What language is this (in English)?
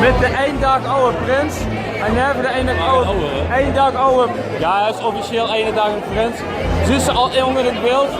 Limburgish